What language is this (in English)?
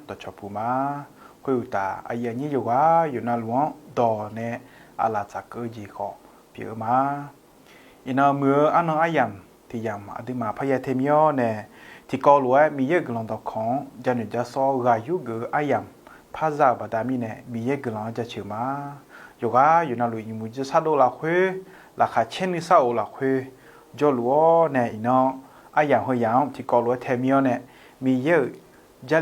Akha